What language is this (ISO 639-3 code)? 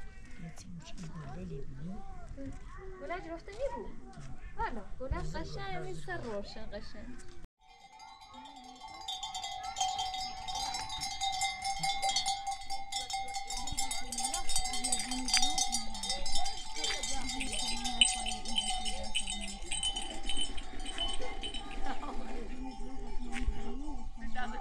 fas